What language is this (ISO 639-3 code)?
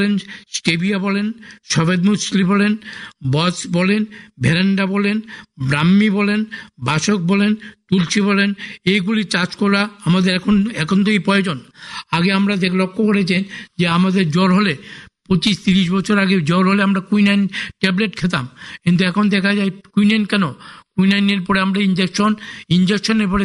ben